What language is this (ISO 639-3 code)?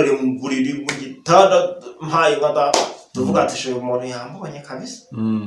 kin